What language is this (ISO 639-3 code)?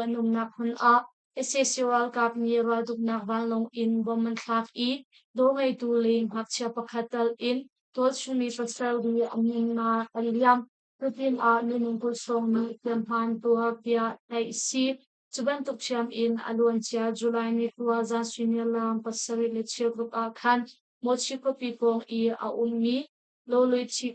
cnh